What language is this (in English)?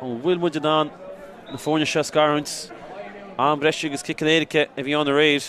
Irish